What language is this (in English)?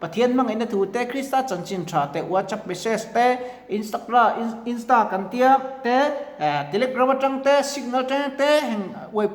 Mizo